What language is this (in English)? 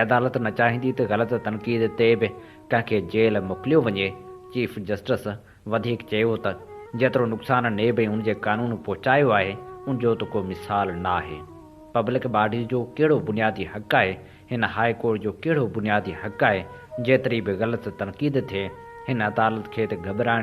Sindhi